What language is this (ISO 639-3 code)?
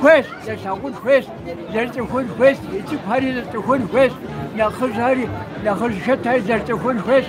kbd